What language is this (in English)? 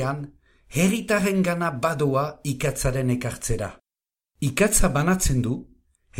Basque